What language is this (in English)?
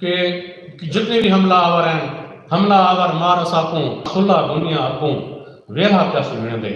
Saraiki